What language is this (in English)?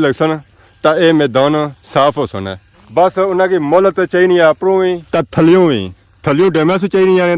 Pahari-Potwari